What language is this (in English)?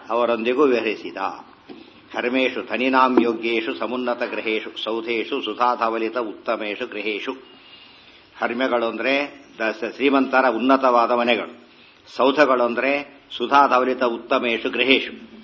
Kannada